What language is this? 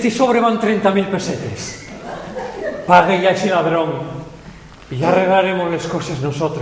Asturian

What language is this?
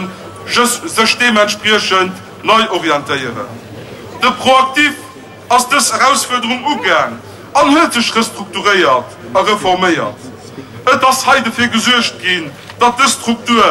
Luxembourgish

